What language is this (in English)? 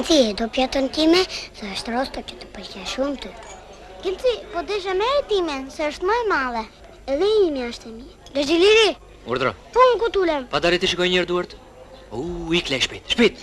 Albanian